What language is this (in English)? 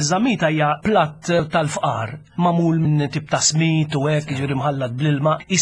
Maltese